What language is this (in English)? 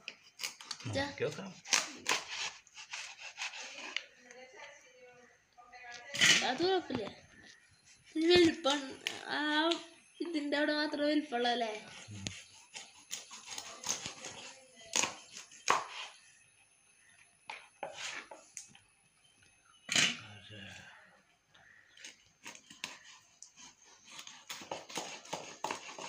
Malayalam